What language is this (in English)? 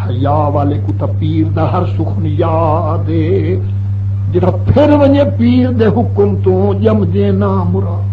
Saraiki